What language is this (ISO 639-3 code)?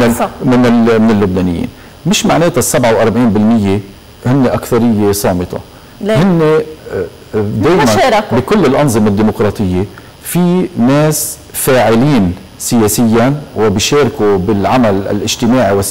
apc